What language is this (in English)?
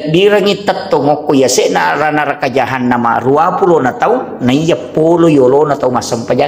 Buginese